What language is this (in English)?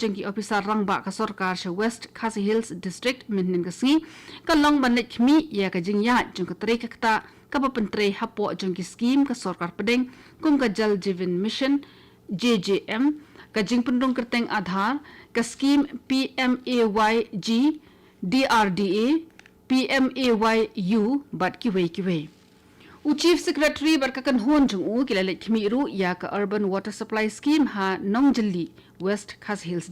Khasi